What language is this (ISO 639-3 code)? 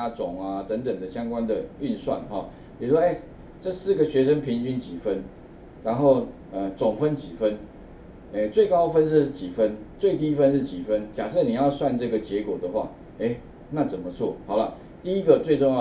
zho